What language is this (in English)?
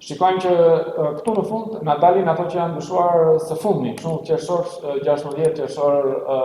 Albanian